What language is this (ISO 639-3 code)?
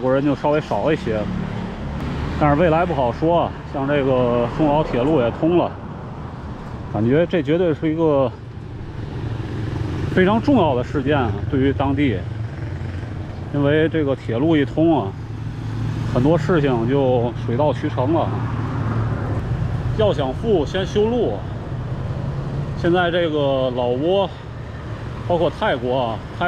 zho